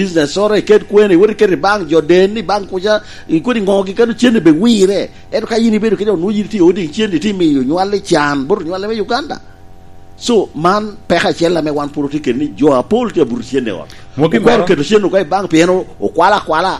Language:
Lango (Uganda)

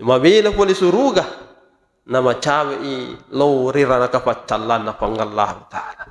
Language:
Buginese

